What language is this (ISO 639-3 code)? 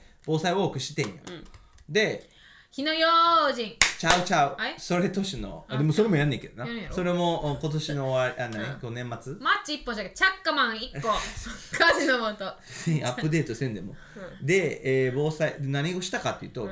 jpn